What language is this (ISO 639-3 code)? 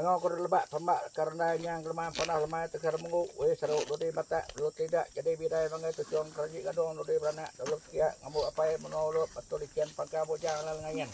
iba